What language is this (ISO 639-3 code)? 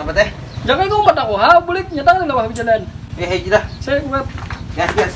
bjn